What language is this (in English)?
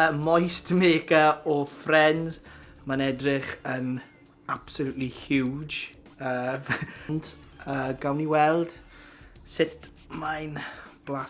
Welsh